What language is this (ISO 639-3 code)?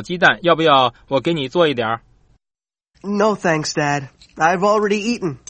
zho